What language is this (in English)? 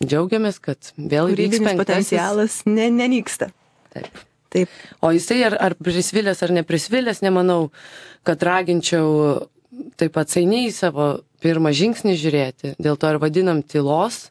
Lithuanian